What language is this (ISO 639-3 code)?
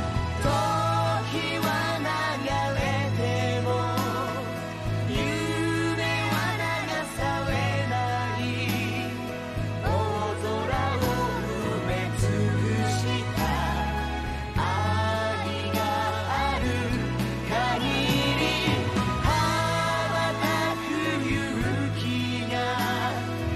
jpn